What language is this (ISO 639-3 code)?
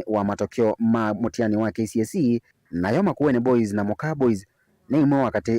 kam